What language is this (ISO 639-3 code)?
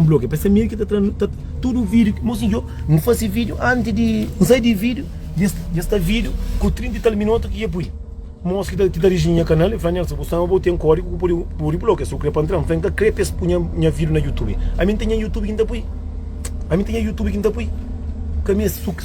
kea